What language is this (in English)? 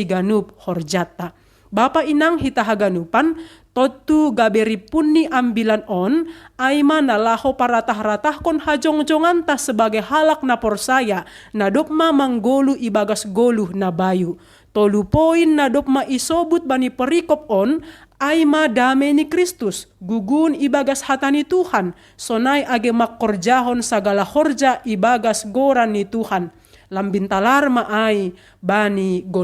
Batak Simalungun